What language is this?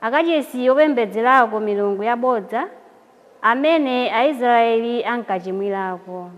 Nyanja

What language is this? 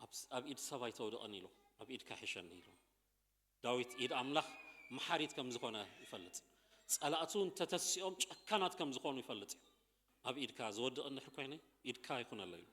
Tigrinya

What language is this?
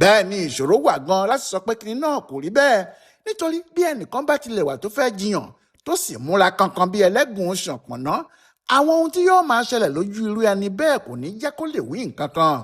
Yoruba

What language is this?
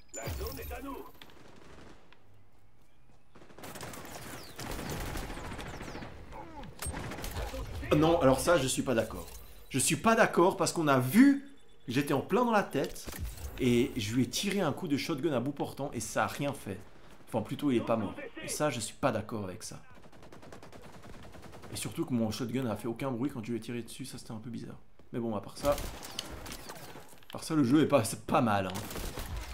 French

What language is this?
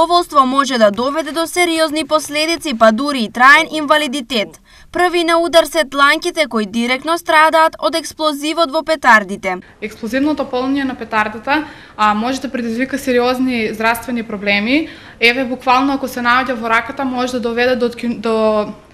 Macedonian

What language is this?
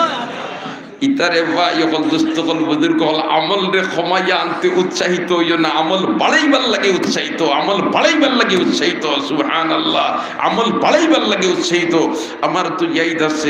Sylheti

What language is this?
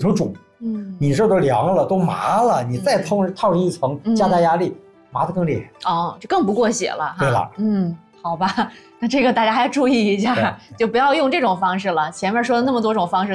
Chinese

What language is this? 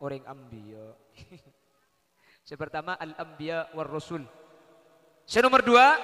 Madurese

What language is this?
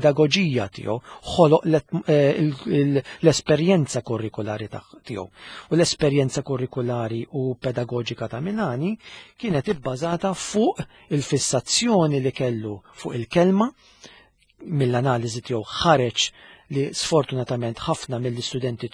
Maltese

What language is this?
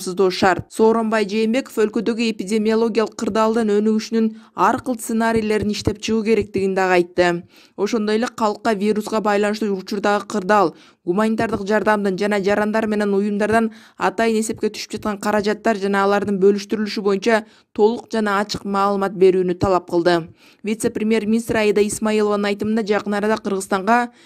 Kyrgyz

